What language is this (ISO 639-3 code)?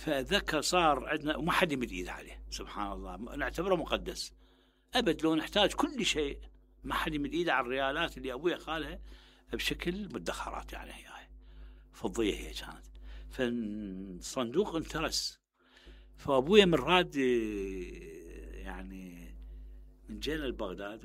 acm